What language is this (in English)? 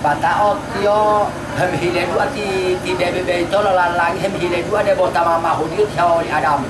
Gorontalo